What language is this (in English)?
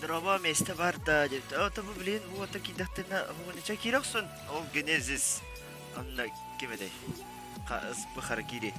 Yakut